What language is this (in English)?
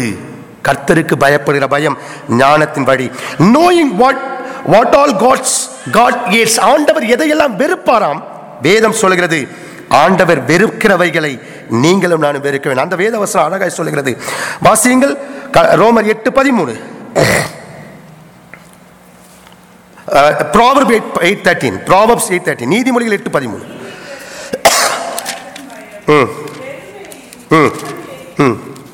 Tamil